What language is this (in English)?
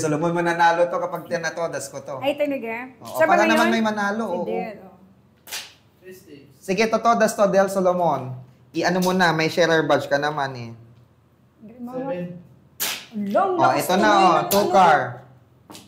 Filipino